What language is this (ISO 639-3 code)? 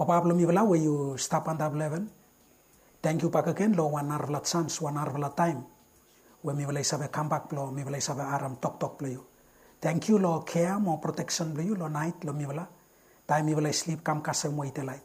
bis